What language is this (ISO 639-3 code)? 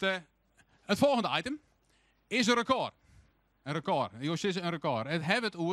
fry